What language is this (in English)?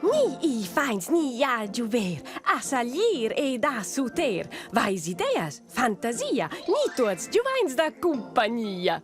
Romansh